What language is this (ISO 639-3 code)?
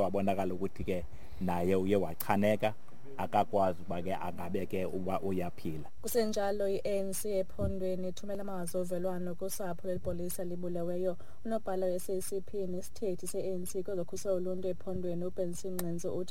xho